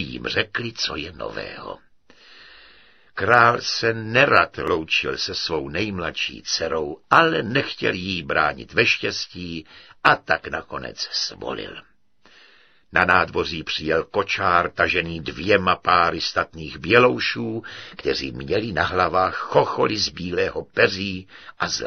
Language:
Czech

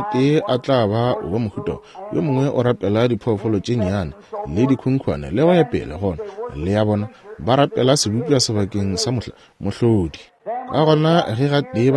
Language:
Northern Sotho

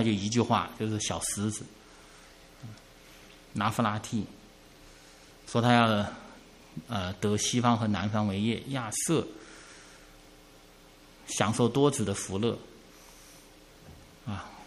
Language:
Chinese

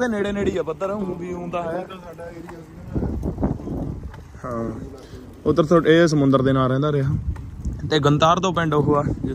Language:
Punjabi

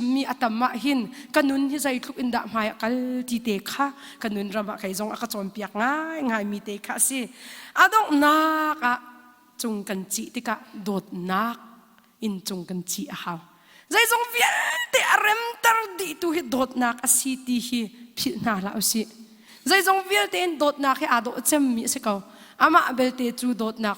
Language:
Hakha Chin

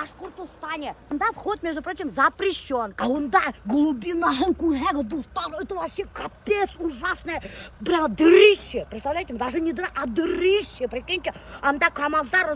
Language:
Bashkir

